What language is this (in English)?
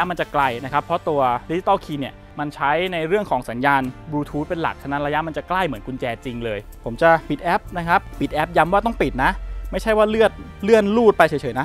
Thai